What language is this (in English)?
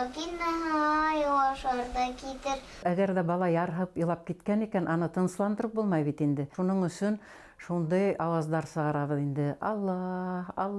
Bashkir